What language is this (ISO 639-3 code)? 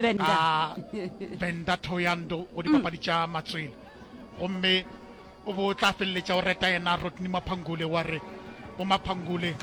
nso